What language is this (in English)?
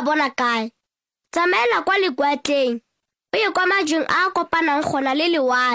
Tswana